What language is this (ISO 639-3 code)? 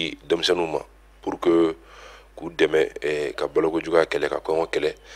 bam